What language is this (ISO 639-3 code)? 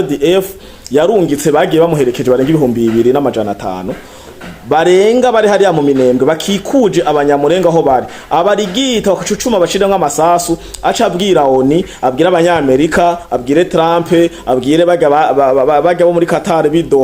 run